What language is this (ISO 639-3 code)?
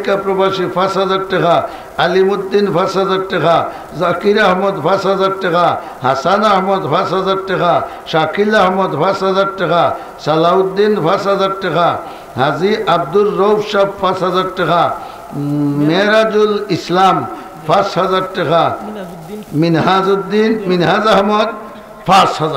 syl